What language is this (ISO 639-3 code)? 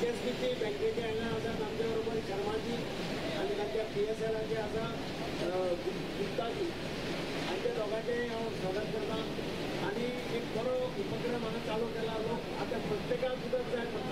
kok